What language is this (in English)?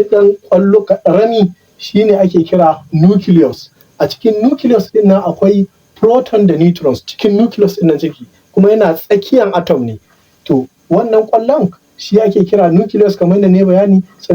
Hausa